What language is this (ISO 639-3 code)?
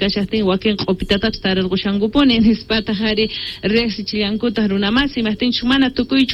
que